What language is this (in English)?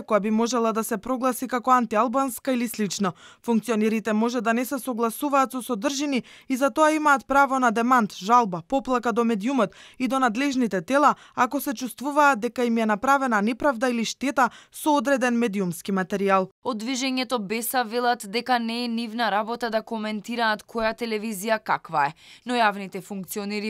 Macedonian